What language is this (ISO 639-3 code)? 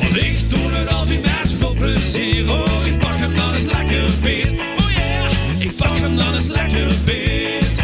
lim